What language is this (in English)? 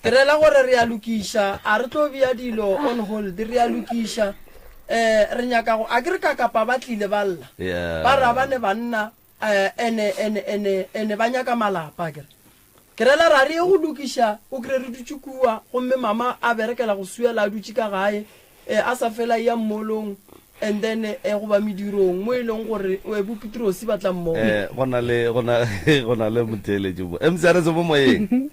Northern Sotho